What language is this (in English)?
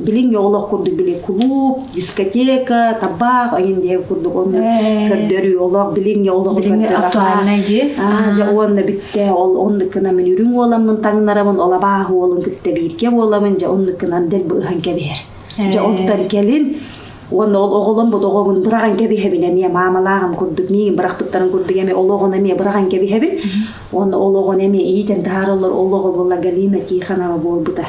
Yakut